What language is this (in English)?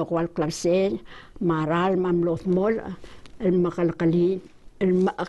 Palauan